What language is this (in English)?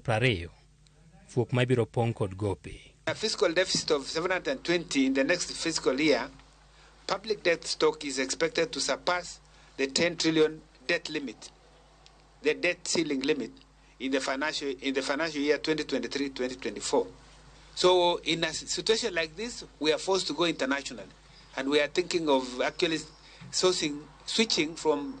Luo (Kenya and Tanzania)